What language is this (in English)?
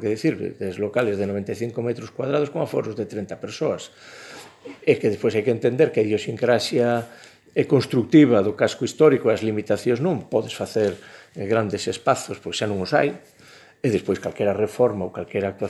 Galician